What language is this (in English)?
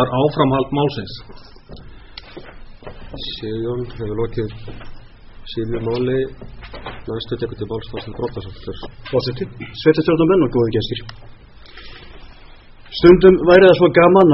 Icelandic